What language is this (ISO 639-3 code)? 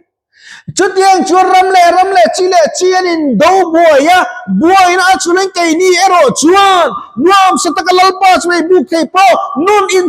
lus